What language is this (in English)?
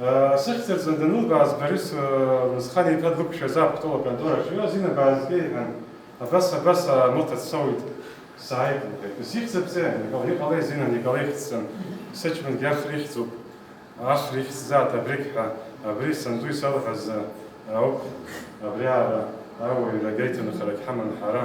Abkhazian